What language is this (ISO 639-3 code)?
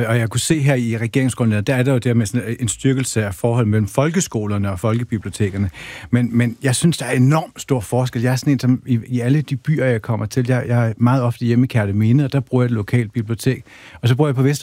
dan